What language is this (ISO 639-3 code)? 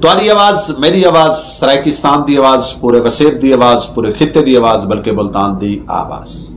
skr